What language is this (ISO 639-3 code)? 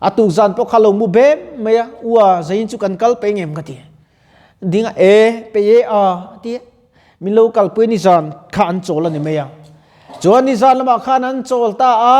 lus